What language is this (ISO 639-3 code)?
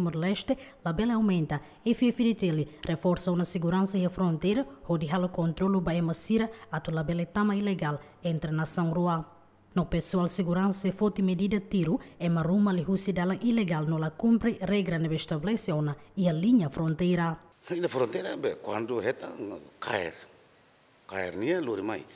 tet